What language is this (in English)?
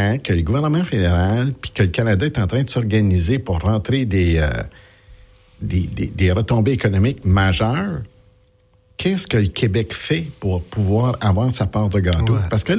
French